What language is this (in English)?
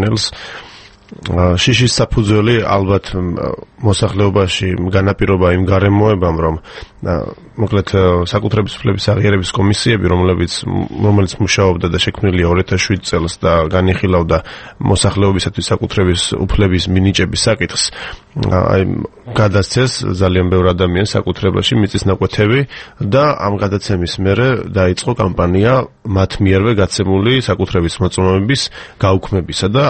Georgian